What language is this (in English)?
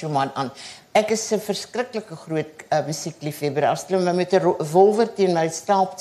Afrikaans